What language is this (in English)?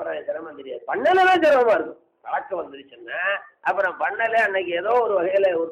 Tamil